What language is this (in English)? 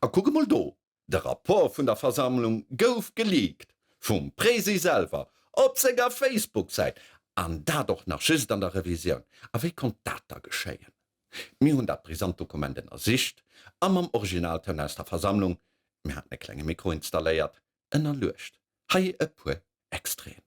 Luxembourgish